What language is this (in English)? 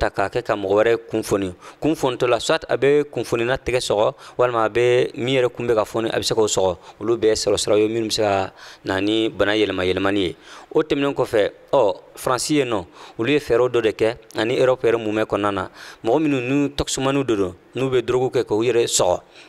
Bambara